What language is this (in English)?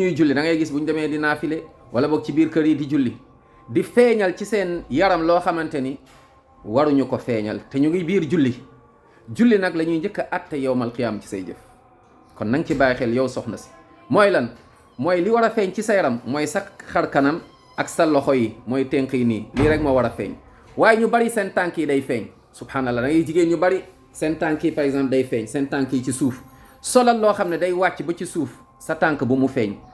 Wolof